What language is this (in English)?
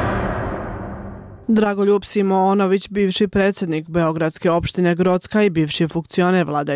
Bosnian